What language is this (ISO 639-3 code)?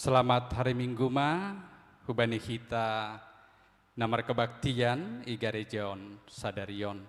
bts